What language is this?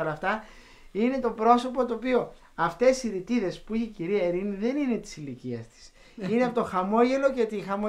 Greek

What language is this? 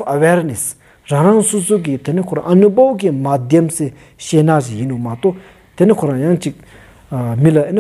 Stod Bhoti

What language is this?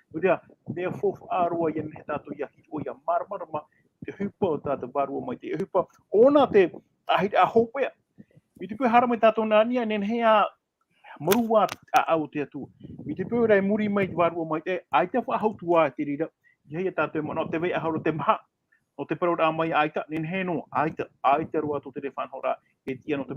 Tahitian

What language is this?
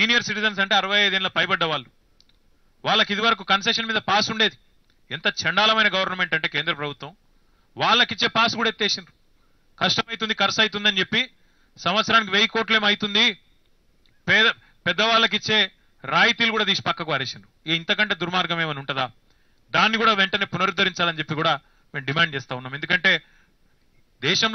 Telugu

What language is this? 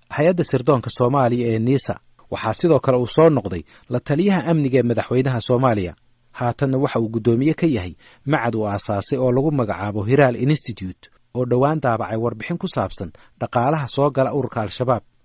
Somali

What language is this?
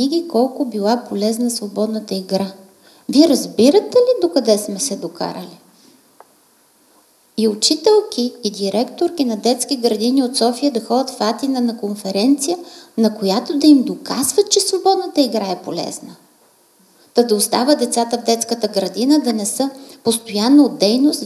Bulgarian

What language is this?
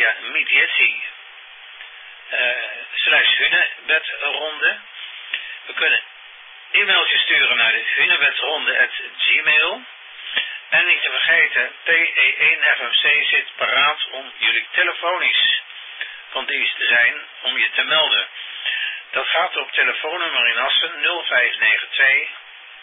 Dutch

